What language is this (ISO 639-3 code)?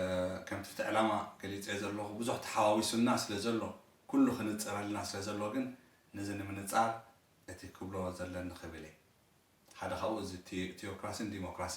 tir